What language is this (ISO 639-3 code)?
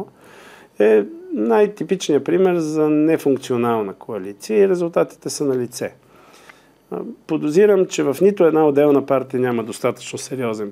bul